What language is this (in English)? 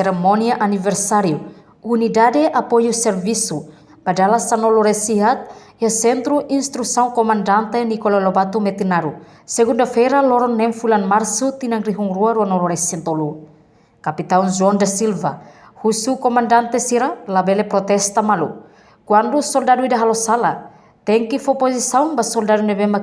Tetum